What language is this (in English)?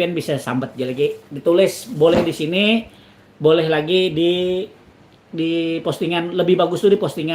Banjar